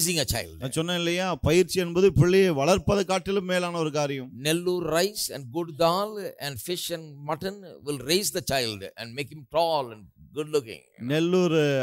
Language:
Tamil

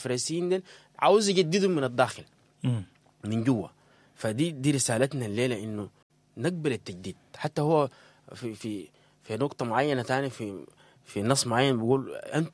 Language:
Sudanese Arabic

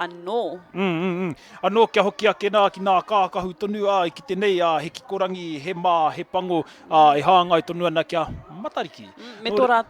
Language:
Māori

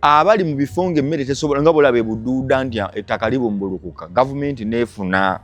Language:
Ganda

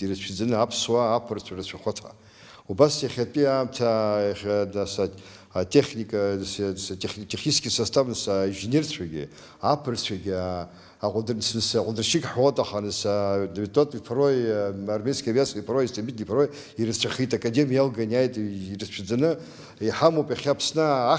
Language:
Abkhazian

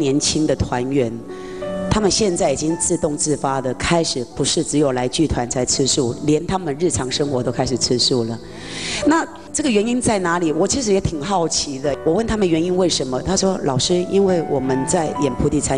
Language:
Chinese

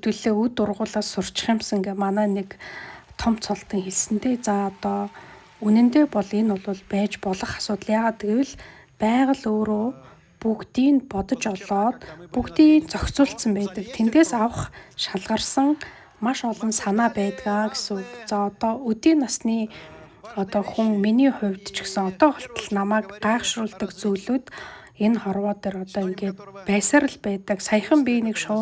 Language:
Mongolian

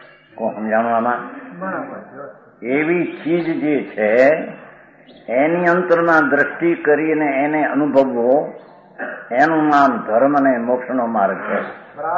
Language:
Gujarati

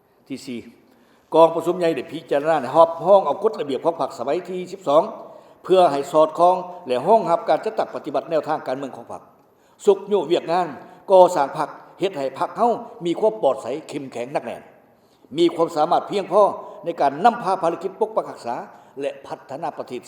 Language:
Lao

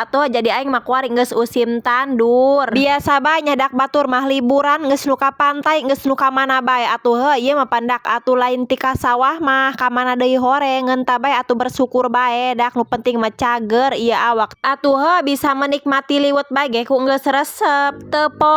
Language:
Sundanese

